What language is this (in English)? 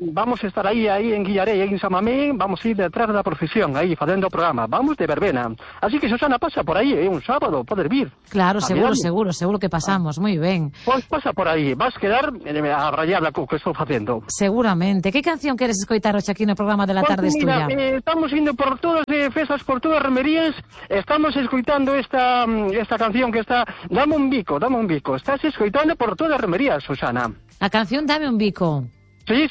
Galician